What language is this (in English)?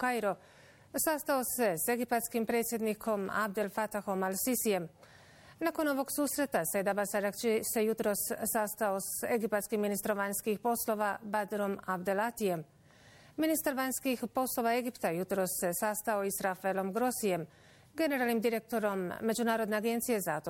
Bosnian